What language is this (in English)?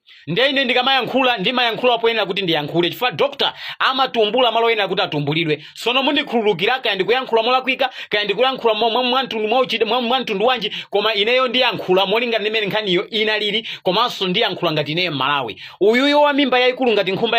Nyanja